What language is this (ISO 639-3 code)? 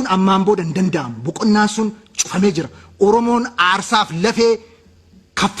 orm